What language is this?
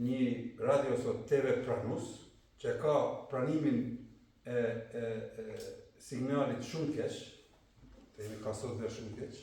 Albanian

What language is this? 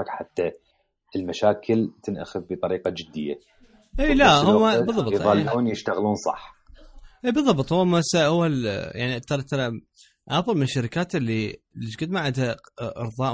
Mesopotamian Arabic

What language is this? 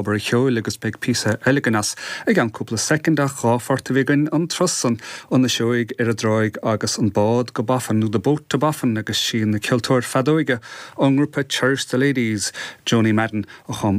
Irish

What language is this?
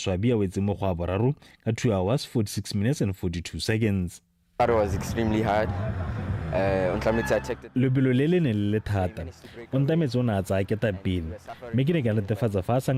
Tswana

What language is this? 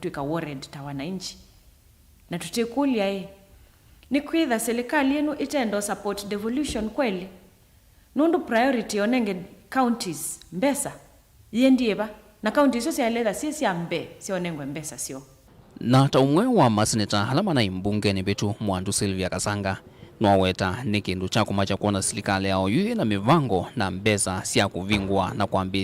Kamba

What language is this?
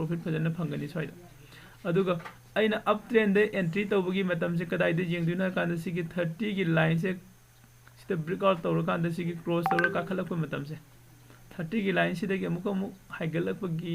Manipuri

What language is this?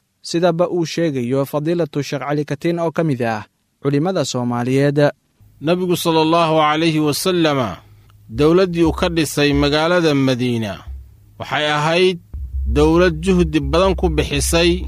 Somali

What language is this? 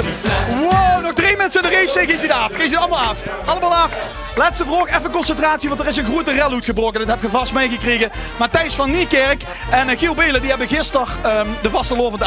Limburgish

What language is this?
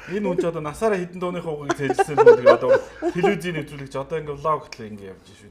Mongolian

